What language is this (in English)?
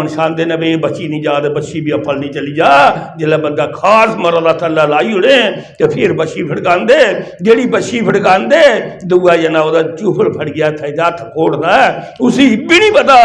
Dogri